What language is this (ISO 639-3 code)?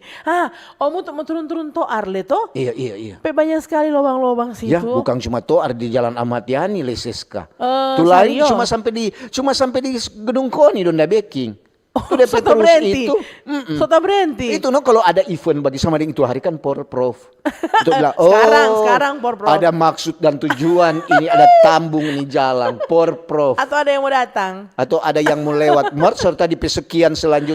xmm